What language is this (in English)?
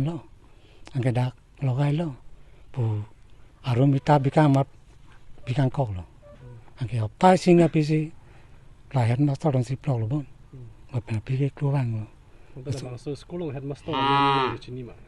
Karbi